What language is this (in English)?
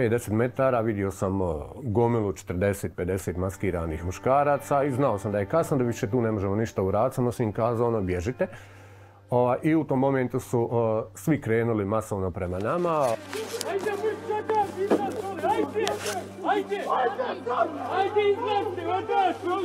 Bosnian